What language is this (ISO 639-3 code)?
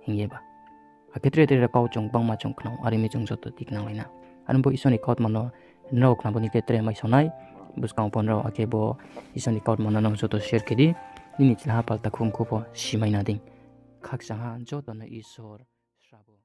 ria